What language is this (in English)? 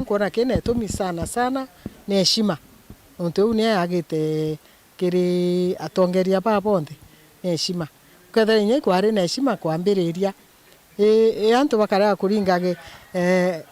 Meru